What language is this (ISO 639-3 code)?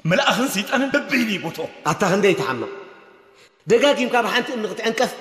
tir